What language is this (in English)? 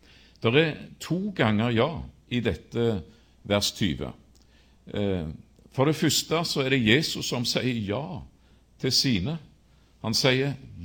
Norwegian